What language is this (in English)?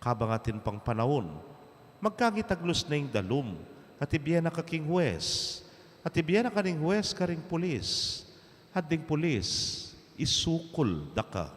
Pampanga